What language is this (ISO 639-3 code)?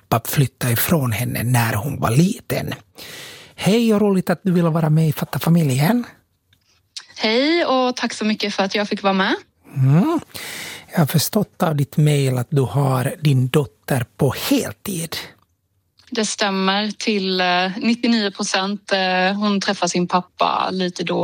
swe